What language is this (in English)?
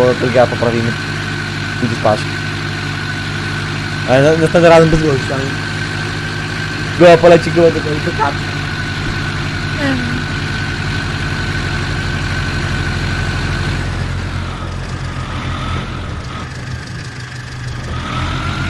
Polish